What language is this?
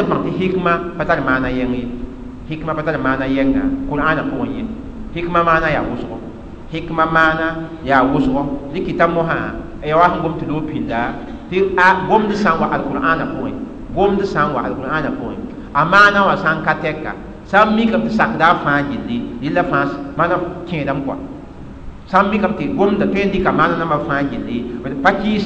Mossi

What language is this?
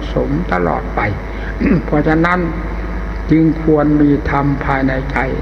Thai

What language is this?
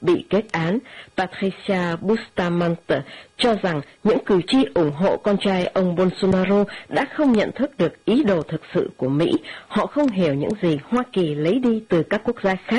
Vietnamese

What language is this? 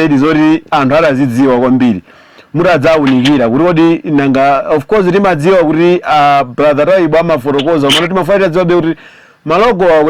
Nyanja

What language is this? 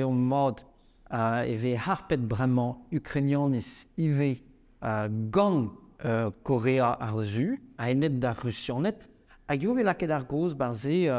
Breton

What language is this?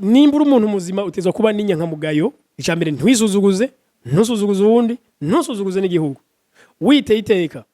Rundi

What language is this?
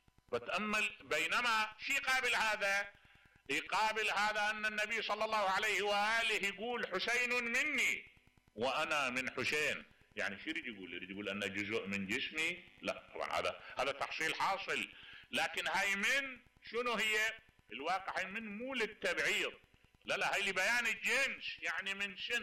Mesopotamian Arabic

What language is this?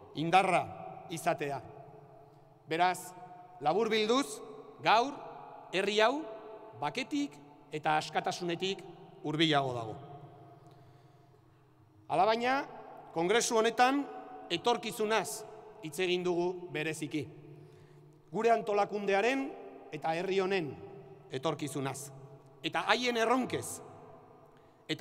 Basque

